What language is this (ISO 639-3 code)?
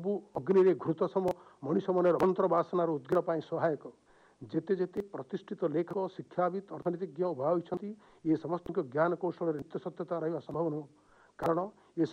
ori